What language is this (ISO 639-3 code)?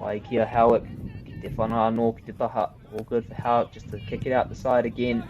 mri